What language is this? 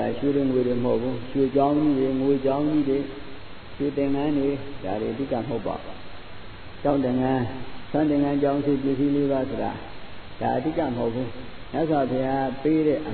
Burmese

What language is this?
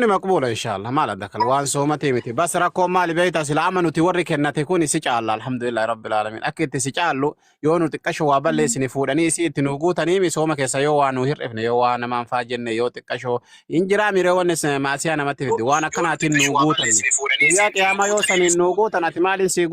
Oromo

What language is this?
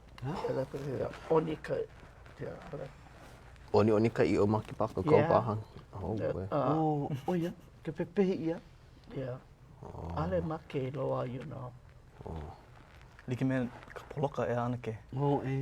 Hawaiian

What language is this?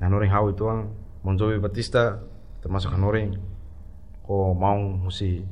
Tetum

